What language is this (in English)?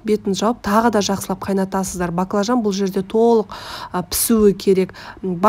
Kazakh